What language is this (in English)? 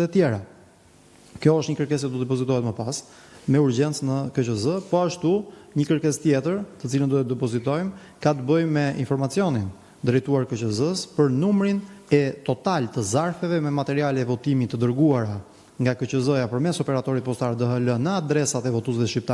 Albanian